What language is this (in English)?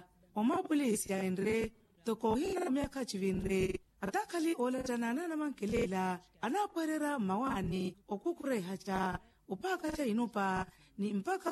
Makhuwa